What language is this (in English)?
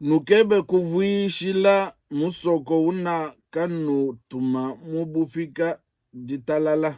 Luba-Lulua